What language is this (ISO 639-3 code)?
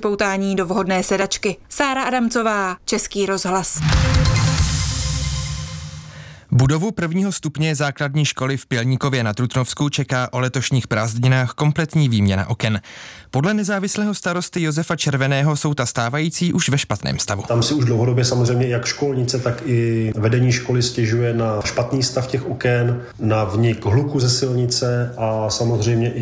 ces